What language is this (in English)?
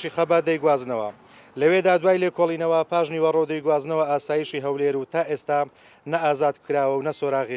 Central Kurdish